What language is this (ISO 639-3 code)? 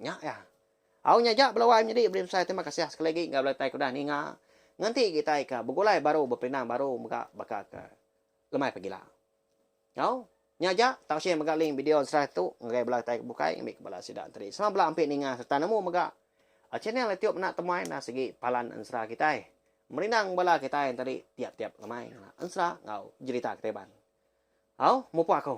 iba